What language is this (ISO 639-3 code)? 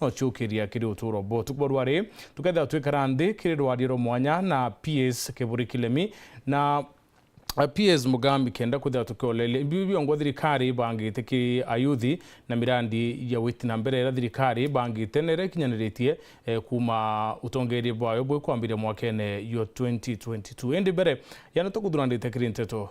mer